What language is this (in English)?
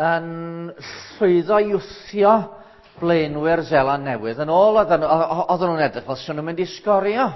Welsh